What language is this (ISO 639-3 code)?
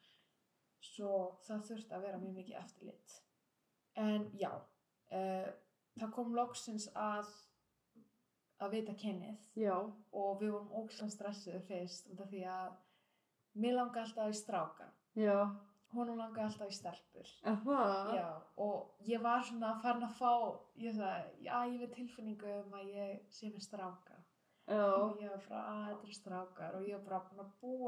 isl